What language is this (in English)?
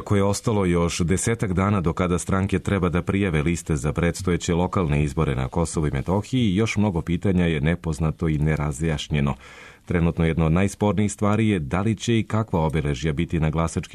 Serbian